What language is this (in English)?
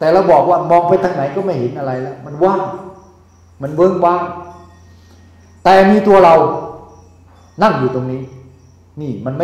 Thai